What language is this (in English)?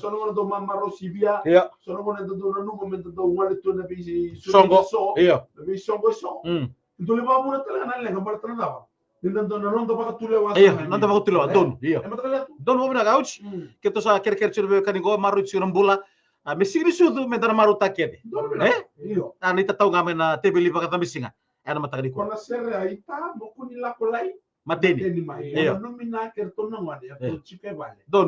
Fijian